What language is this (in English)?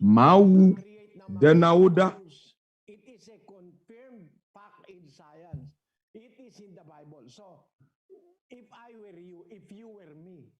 Ewe